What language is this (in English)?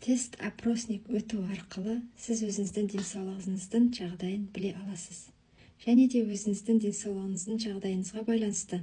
Kazakh